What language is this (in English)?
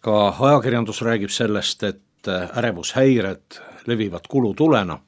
Estonian